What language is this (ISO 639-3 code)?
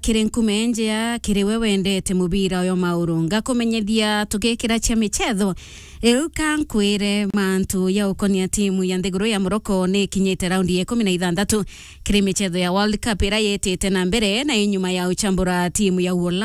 mer